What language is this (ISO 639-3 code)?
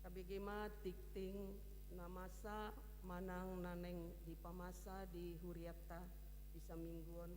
bbc